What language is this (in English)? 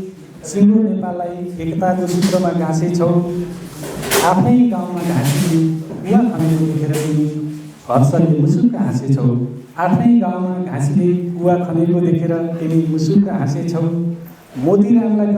Nepali